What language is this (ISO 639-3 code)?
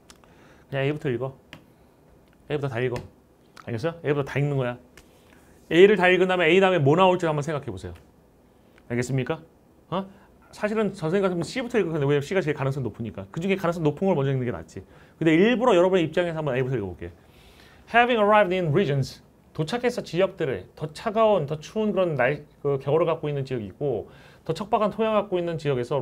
kor